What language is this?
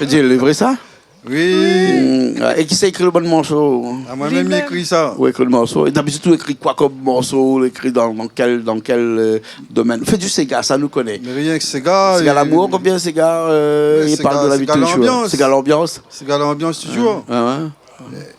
Réunion Creole French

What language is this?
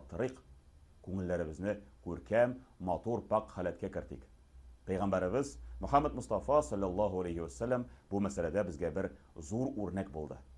Tatar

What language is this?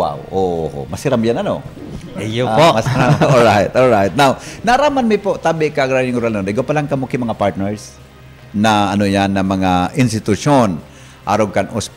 Bikol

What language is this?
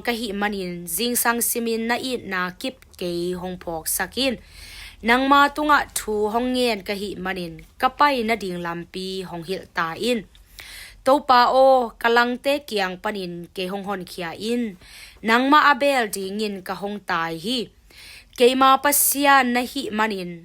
Tedim Chin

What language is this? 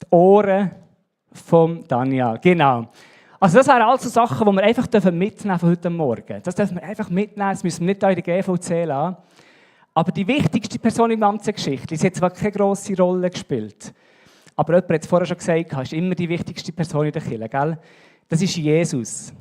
Swiss German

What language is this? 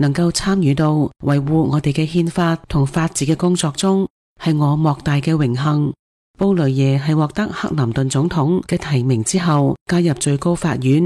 Cantonese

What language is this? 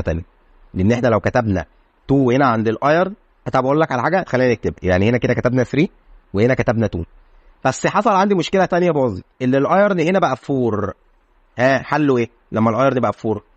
Egyptian Arabic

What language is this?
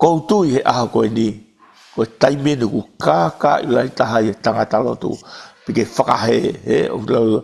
Tongan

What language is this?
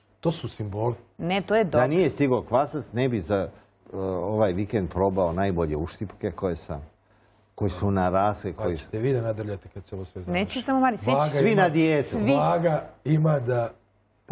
Serbian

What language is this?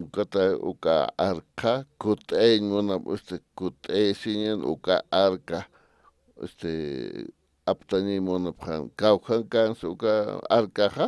Aymara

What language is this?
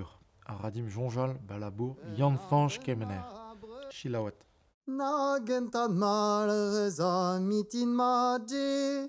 Breton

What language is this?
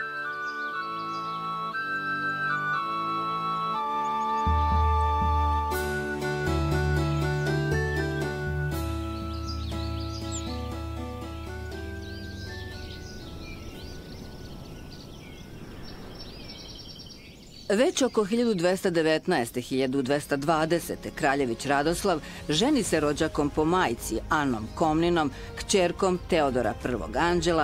Serbian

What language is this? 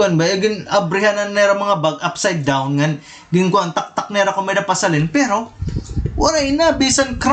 Waray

